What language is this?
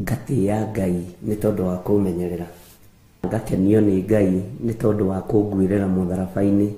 Kikuyu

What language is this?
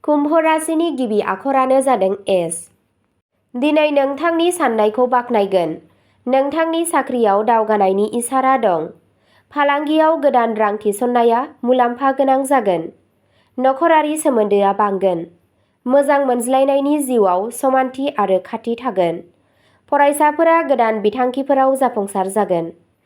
Bodo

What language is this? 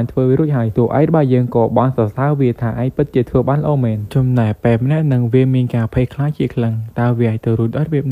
Khmer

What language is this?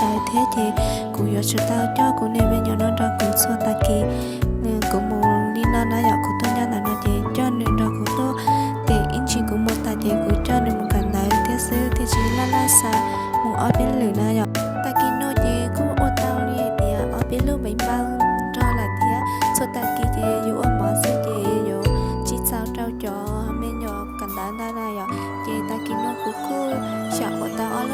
Hmong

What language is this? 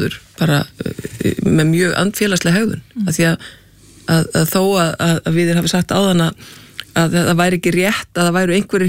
Icelandic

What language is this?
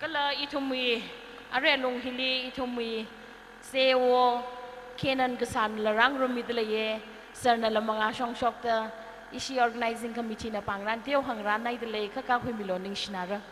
Tangkhul Naga (India)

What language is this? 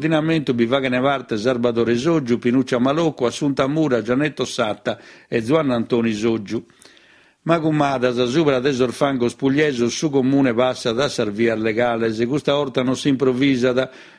Sardinian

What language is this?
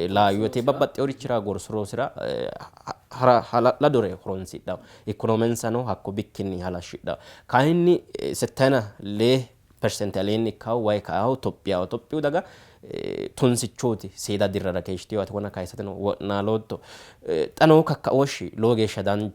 Sidamo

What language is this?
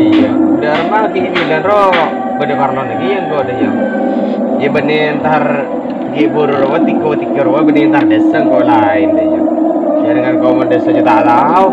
Madurese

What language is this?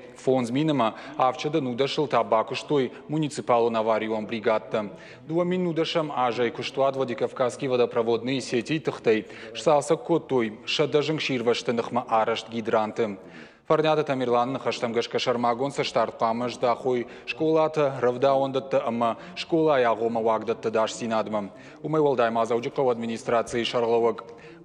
Ossetic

